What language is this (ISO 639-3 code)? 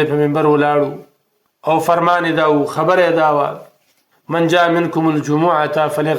pus